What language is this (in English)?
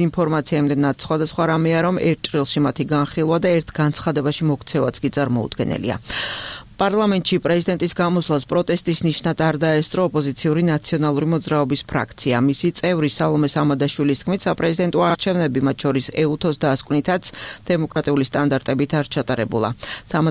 Georgian